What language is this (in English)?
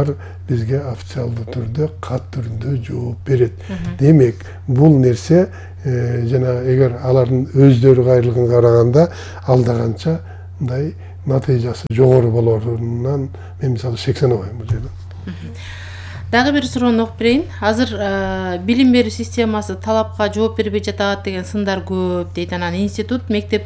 Kyrgyz